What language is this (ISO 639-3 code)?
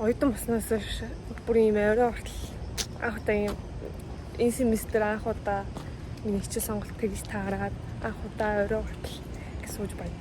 mon